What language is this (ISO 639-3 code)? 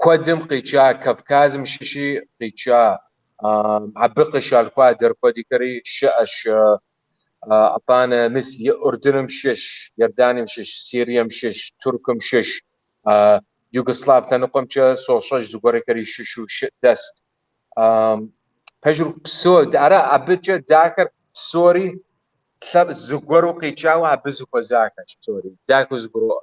kbd